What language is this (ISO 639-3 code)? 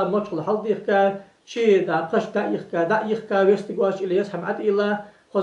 inh